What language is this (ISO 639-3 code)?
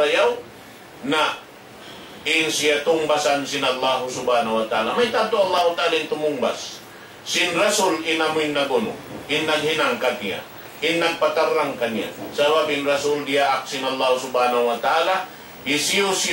tsg